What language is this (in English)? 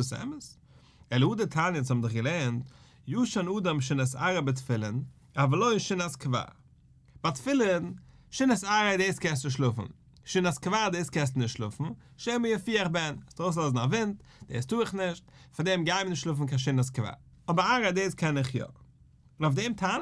Yiddish